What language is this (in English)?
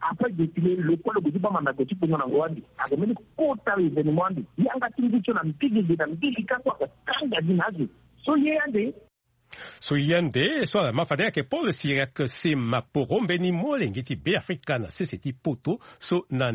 Sango